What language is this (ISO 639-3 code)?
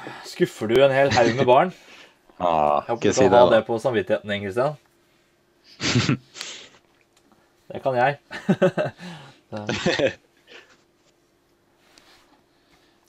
nor